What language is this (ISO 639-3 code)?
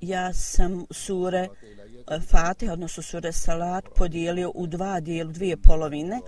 bos